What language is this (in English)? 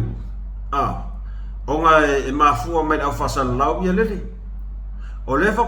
Samoan